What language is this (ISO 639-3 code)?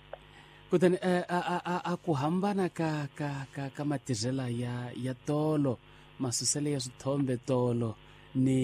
tso